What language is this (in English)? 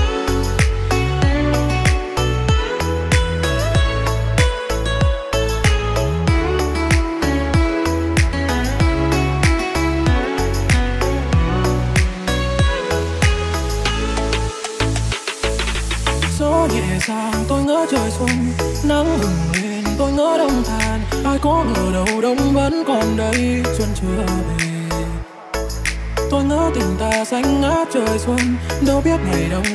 Vietnamese